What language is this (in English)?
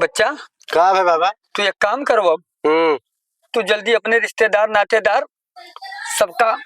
Awadhi